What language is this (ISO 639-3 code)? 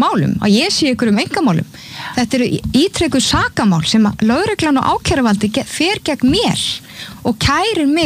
isl